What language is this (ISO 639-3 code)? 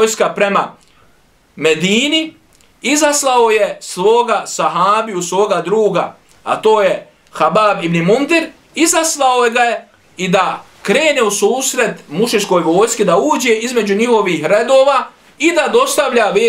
bos